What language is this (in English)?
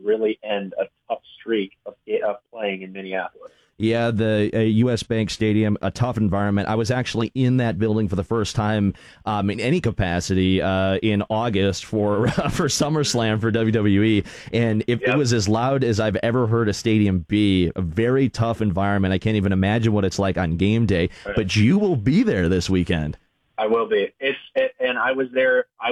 English